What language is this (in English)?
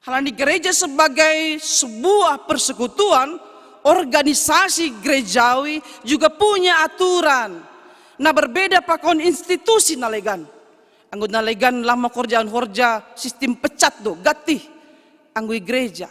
Batak Simalungun